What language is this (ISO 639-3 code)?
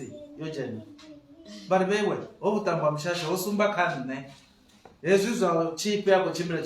ven